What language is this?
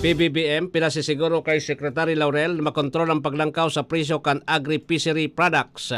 Bikol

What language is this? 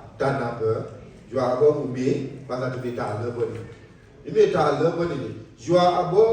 S'gaw Karen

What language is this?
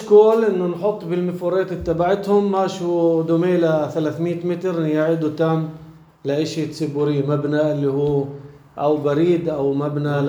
North Levantine Arabic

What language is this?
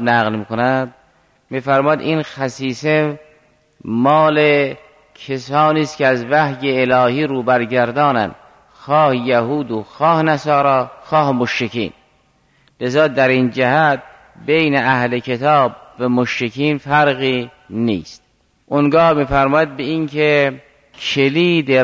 Persian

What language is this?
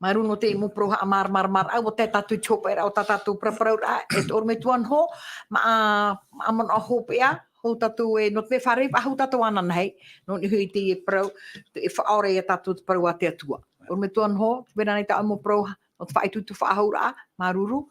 Tahitian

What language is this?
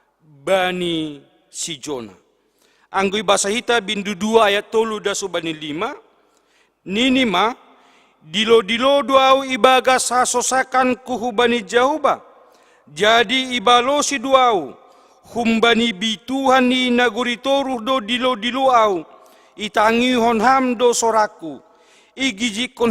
Batak Simalungun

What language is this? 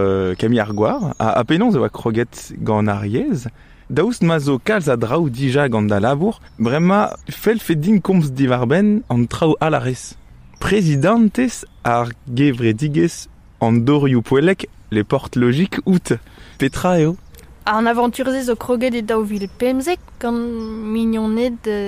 Breton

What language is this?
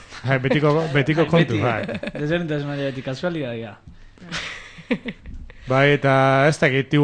Basque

